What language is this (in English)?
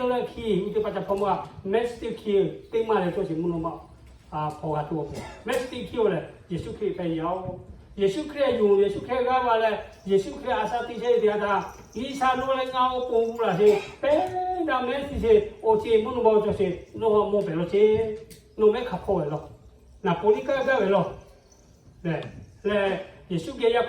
Lahu